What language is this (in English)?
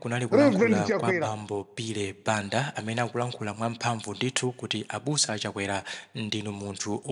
Nyanja